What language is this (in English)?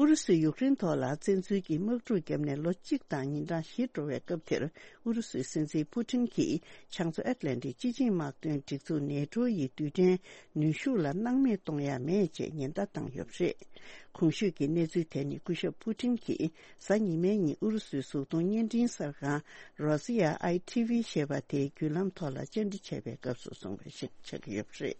Tibetan